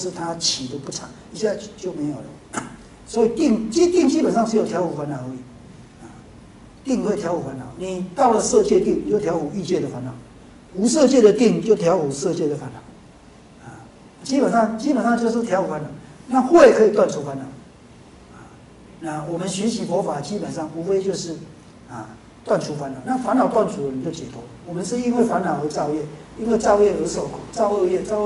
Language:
Chinese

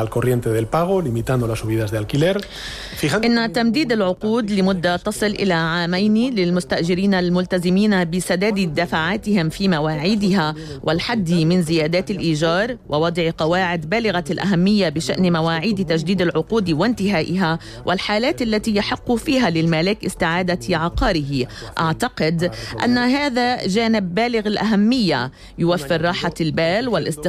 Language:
Arabic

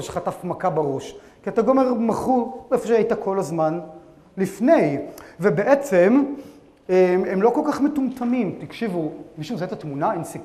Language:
Hebrew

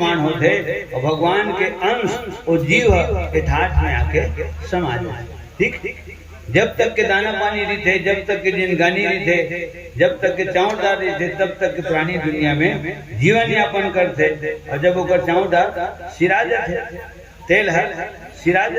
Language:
Chhattisgarhi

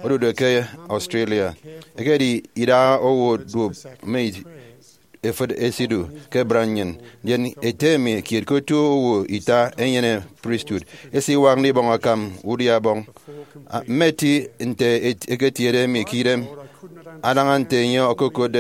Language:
Efik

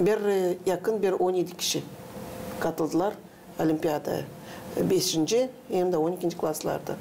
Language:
Gagauz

